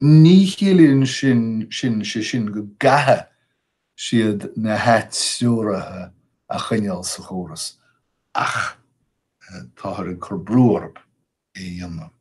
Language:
Irish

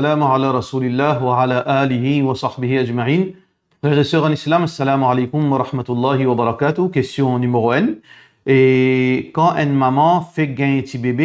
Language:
Morisyen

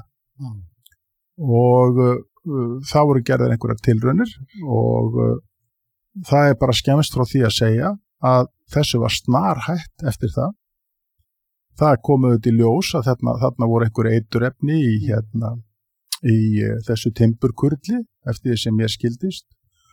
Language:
Icelandic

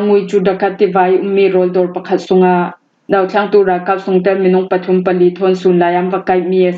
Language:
Falam Chin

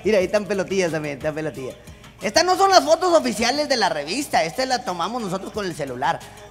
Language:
Spanish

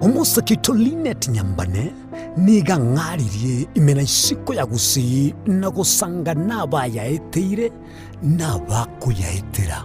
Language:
Gusii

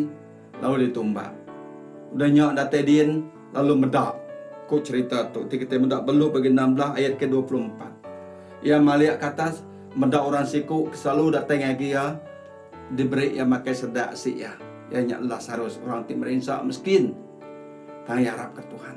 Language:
Iban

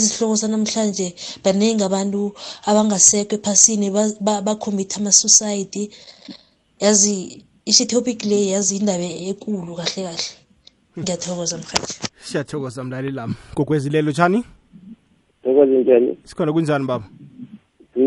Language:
South Ndebele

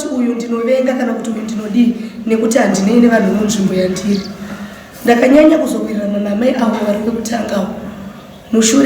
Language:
Shona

